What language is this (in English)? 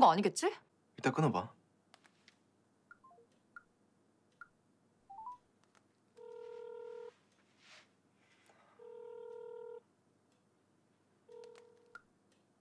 Korean